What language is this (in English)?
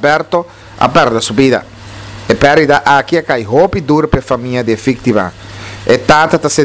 Papiamento